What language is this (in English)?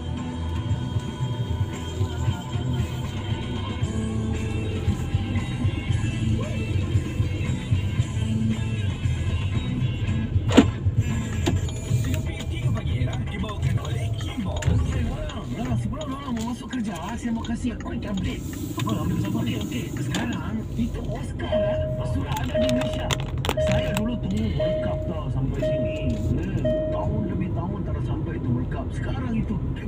Malay